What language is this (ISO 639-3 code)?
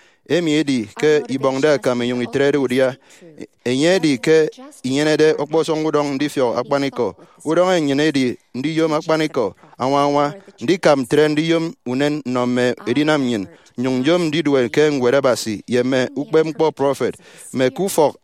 efi